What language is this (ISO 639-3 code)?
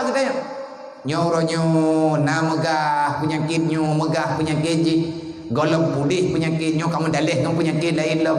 ace